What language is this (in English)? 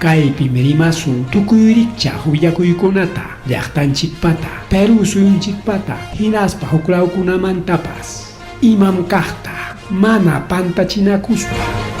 Ayacucho Quechua